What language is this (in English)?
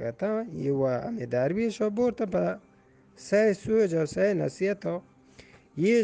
Eastern Balochi